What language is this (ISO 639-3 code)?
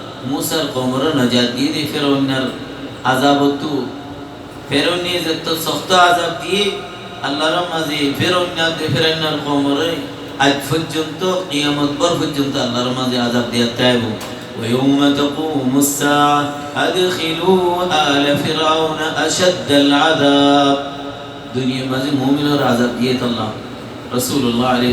rhg